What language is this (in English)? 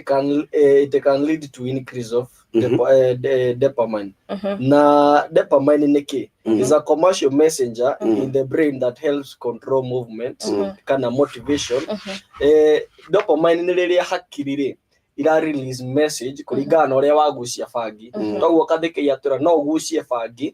Kikuyu